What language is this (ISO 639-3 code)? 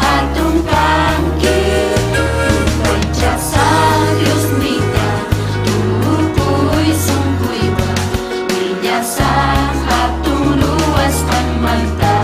quy